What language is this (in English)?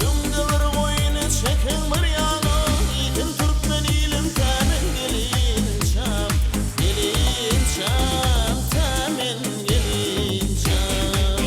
Turkmen